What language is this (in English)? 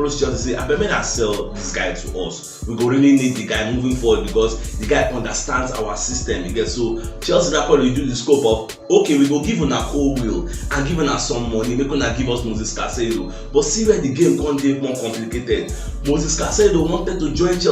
Nigerian Pidgin